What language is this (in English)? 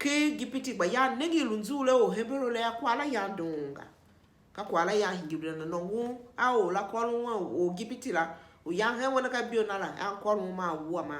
Tiv